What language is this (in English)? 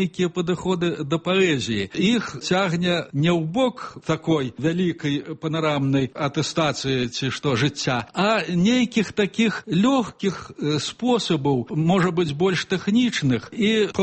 Belarusian